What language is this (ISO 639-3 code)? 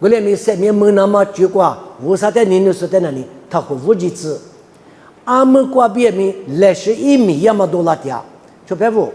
lis